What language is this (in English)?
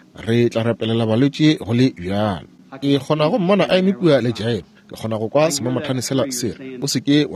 Northern Sotho